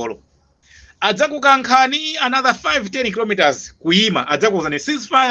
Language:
Nyanja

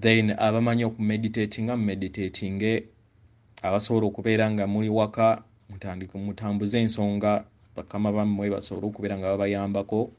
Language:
Ganda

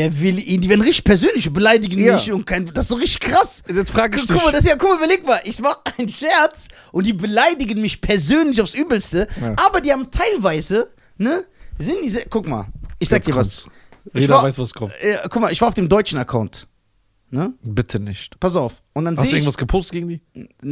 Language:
German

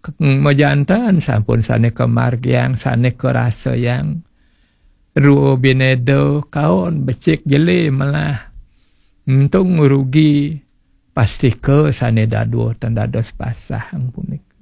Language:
Balinese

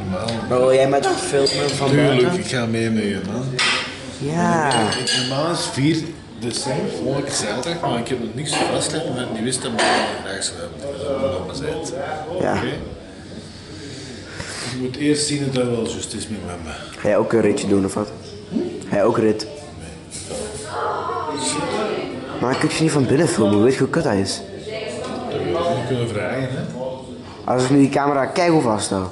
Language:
Dutch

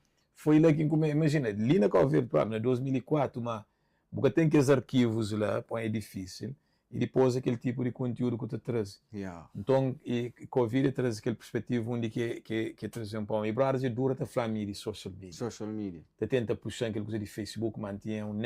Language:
Kabuverdianu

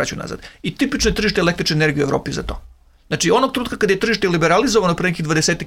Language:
Serbian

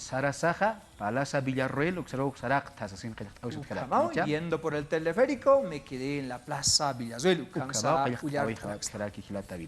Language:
Aymara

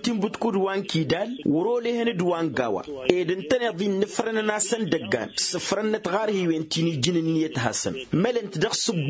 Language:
Tamasheq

